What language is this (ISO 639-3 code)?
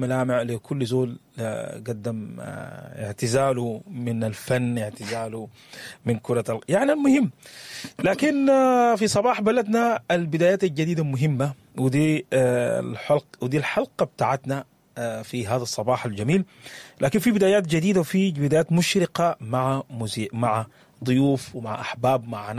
apd